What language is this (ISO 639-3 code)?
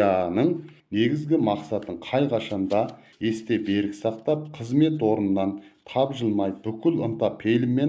kaz